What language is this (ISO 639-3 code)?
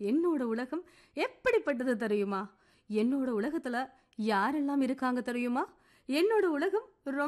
tam